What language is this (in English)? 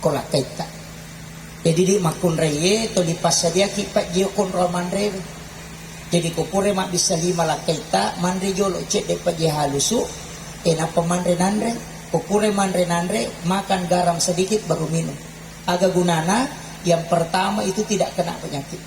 Buginese